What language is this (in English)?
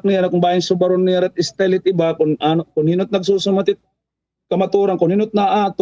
Waray